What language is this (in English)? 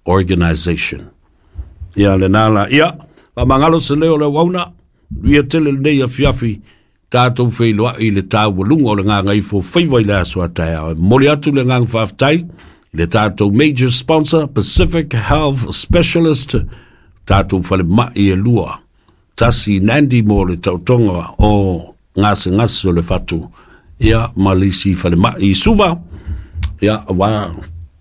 Samoan